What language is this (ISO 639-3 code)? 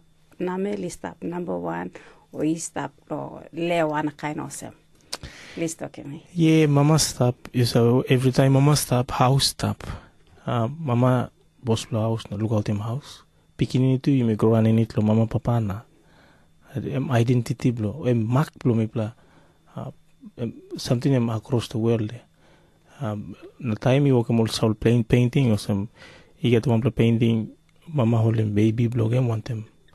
tpi